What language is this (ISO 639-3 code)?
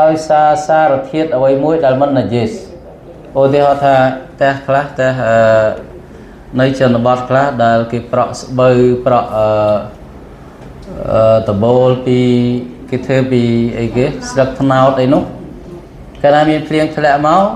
khm